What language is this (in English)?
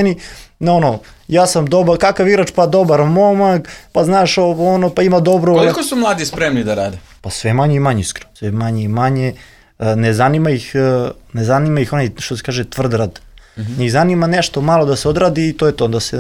Serbian